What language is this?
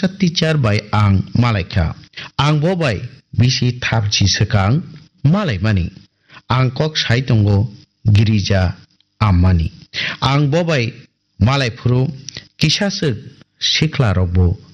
Kok Borok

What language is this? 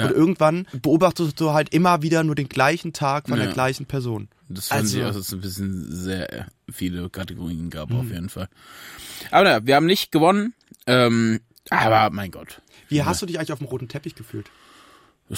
German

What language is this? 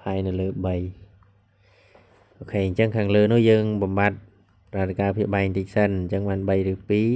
Khmer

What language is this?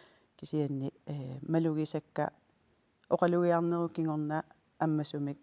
Kalaallisut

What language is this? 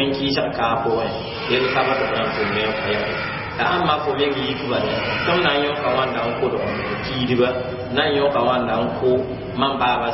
Mossi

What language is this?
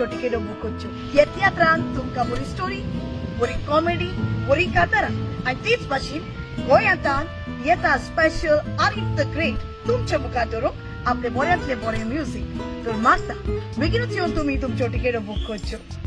Konkani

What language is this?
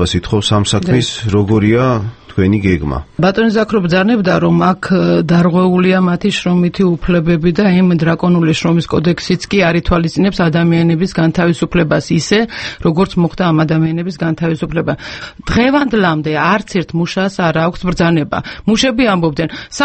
Georgian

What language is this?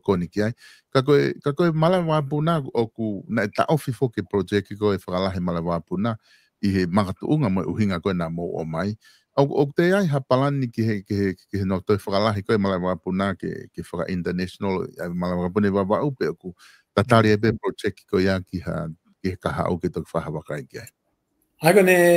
Tongan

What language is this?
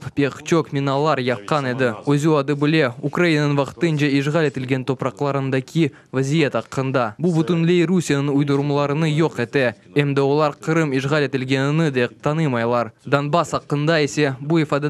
Crimean Tatar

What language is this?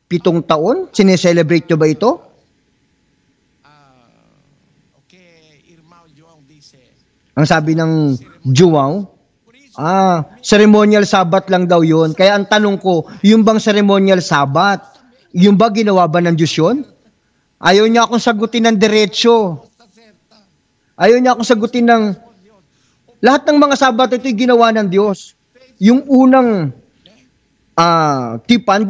Filipino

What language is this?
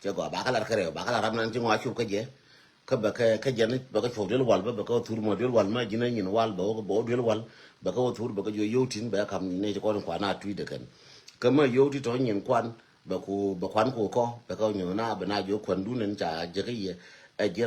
Nuer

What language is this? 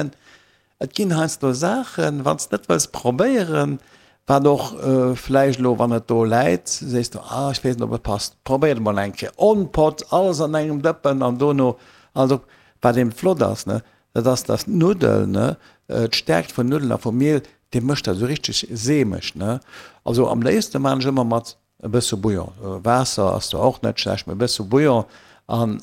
Luxembourgish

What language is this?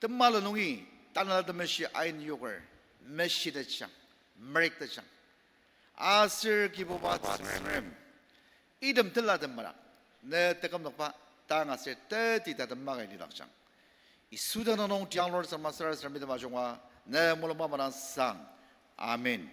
Ao Naga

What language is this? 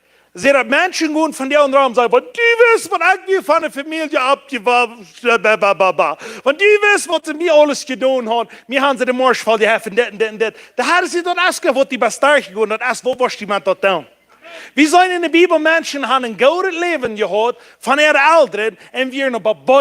Plautdietsch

